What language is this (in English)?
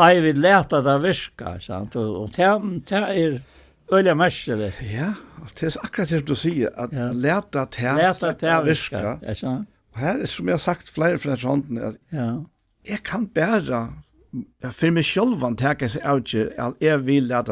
Faroese